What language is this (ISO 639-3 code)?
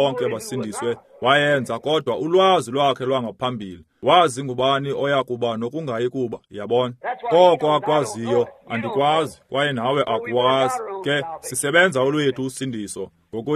xho